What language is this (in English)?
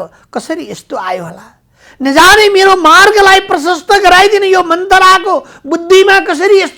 Nepali